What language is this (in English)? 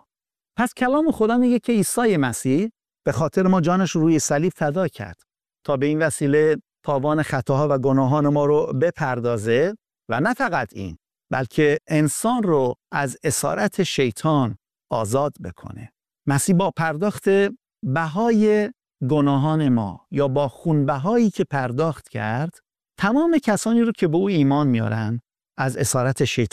Persian